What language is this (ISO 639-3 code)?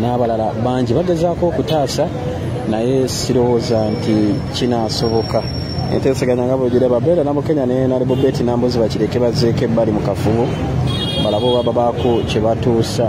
lug